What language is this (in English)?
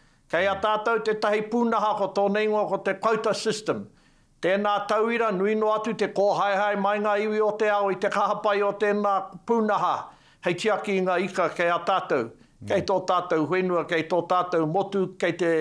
Māori